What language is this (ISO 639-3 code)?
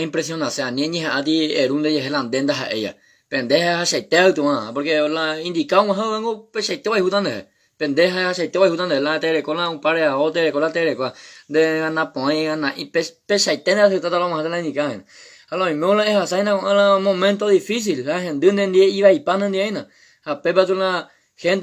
grn